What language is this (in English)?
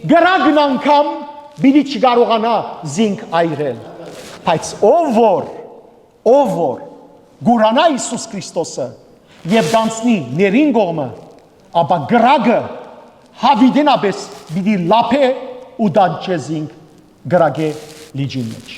Western Armenian